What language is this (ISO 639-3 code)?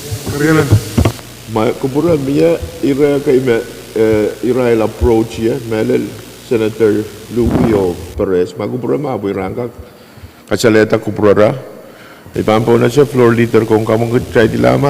pon